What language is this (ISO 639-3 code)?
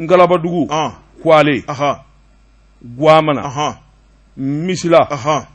bam